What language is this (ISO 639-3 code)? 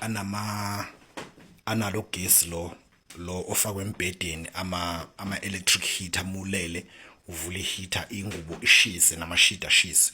zul